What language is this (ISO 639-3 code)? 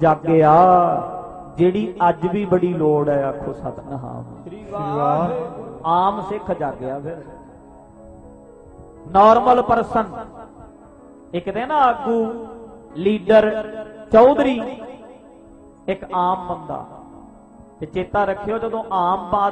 pan